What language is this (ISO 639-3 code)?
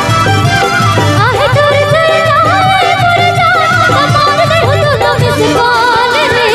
hne